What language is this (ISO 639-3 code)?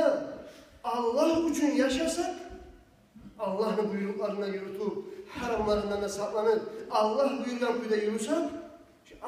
kum